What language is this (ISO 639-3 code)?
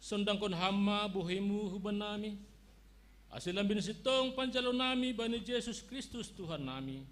bts